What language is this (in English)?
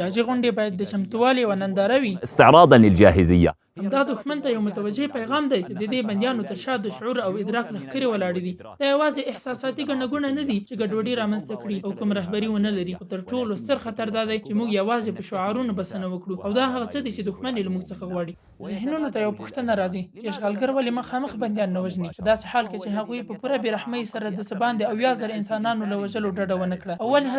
Pashto